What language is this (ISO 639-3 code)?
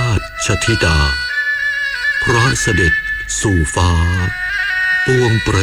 tha